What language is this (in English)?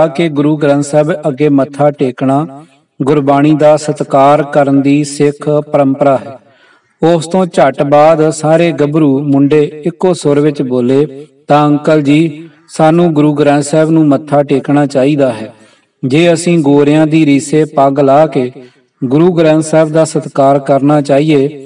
Punjabi